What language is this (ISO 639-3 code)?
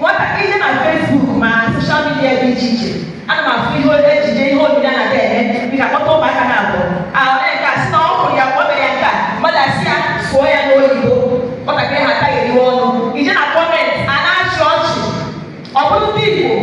ibo